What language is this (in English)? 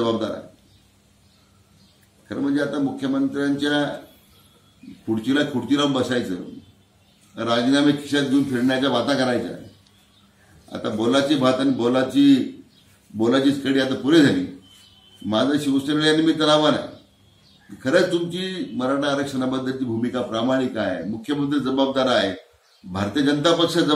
Marathi